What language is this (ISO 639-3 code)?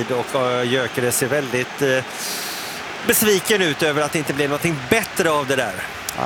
swe